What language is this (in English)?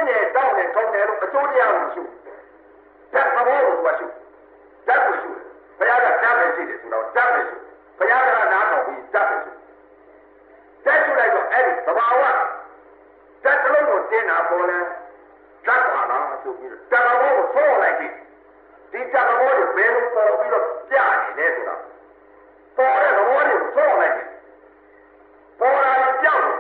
Burmese